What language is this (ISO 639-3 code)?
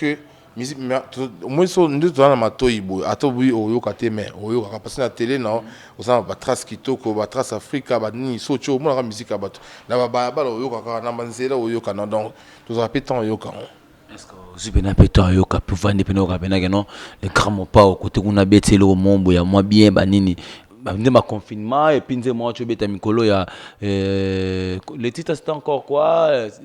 lin